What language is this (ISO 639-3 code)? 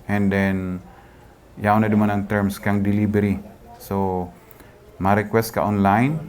bik